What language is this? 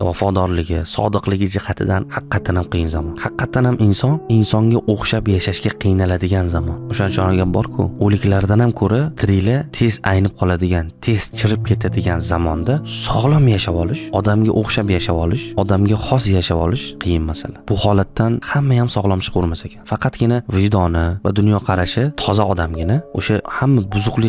Uzbek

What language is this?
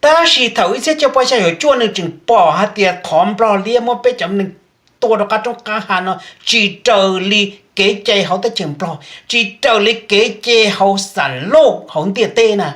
Hmong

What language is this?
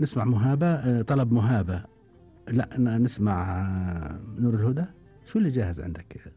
Gulf Arabic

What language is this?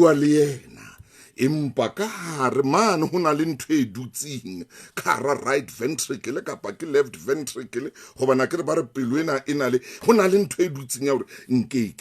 Southern Sotho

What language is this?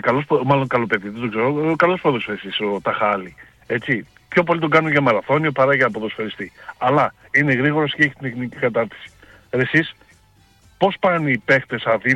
Greek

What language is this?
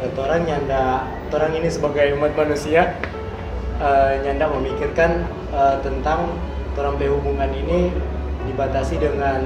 Manado Malay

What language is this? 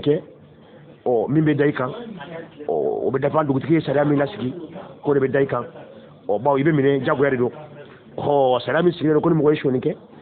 Bambara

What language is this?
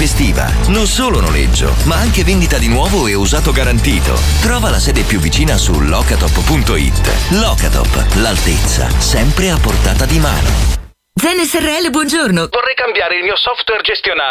Italian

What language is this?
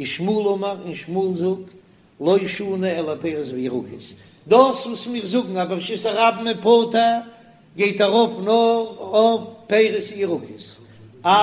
Yiddish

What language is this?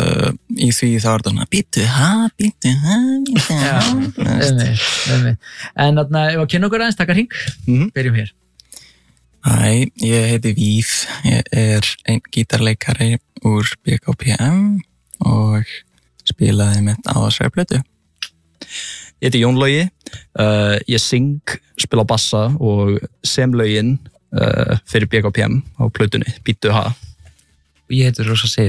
Icelandic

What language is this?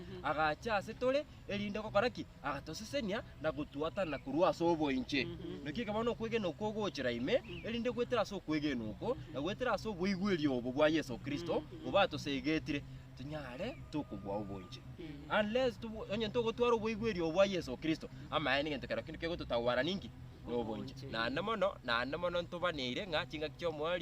Gusii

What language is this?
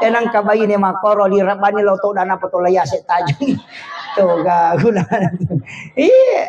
Buginese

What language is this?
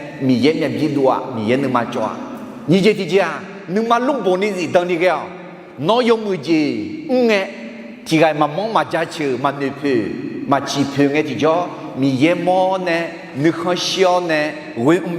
Akha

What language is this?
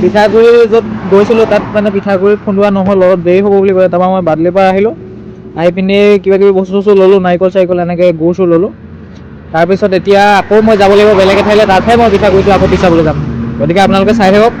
Assamese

